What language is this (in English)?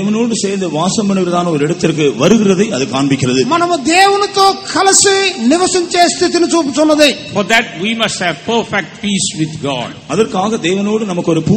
Tamil